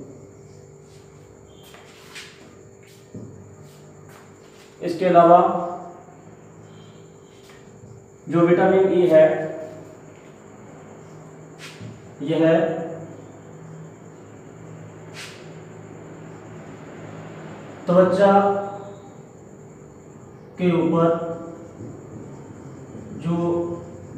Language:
Hindi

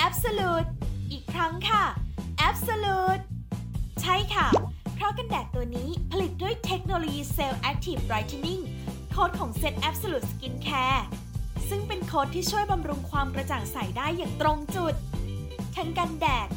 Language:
Thai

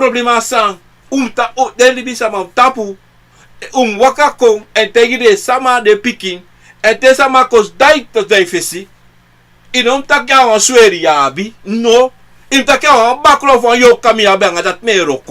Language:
Sranan Tongo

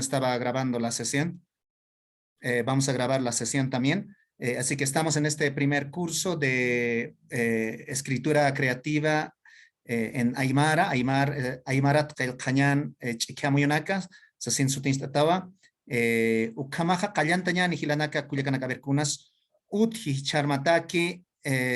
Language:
Aymara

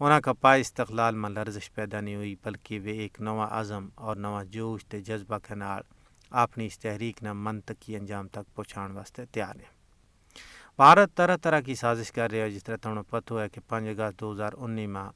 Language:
Gujari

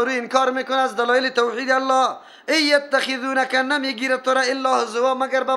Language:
Persian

